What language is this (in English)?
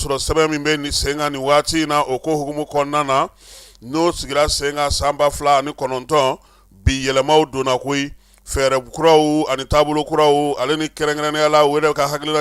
Bambara